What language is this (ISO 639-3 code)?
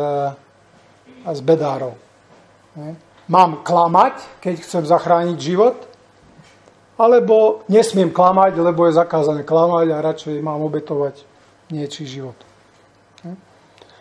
slk